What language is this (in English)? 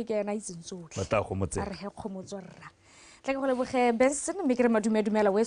Tswana